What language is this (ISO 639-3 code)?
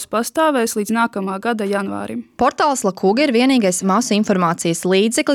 lav